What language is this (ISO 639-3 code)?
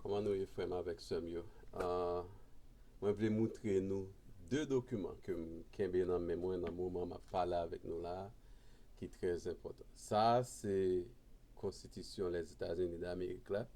hat